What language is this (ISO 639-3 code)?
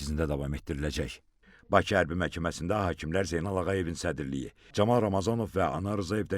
aze